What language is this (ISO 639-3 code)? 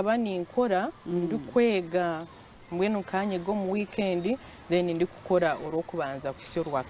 nyn